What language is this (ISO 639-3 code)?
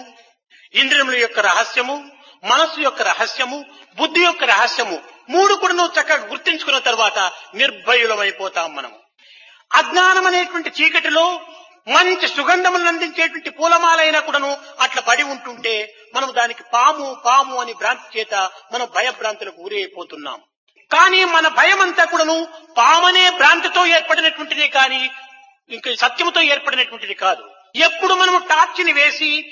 tel